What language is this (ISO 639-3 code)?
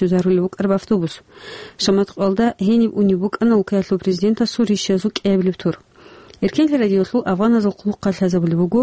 ava